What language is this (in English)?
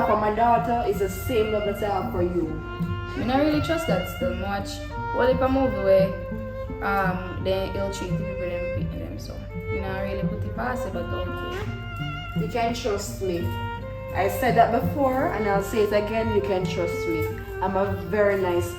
Jamaican Creole English